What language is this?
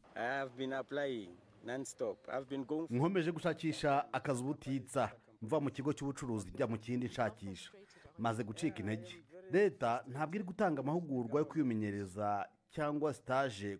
Kinyarwanda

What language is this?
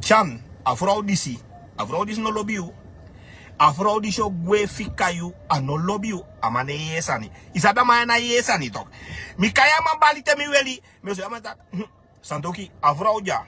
Sranan Tongo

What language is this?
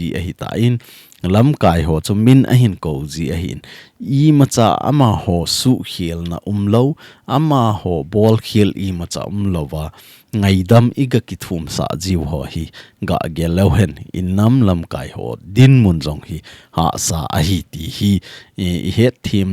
Thado Chin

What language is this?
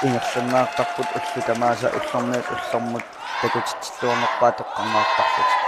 Kalaallisut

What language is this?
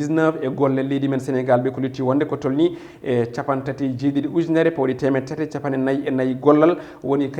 Fula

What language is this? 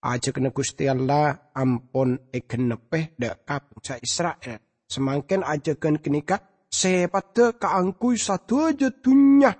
Madurese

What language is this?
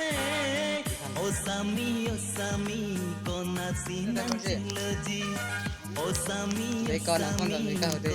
Karbi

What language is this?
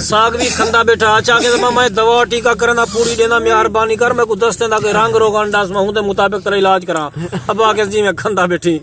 Saraiki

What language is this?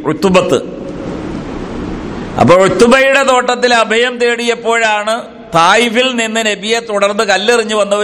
Malayalam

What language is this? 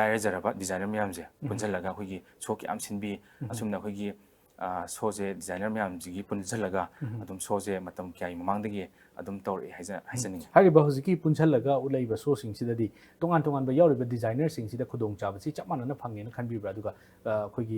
Manipuri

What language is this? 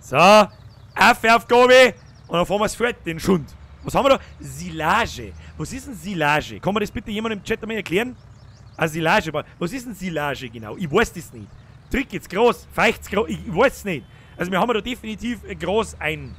Bavarian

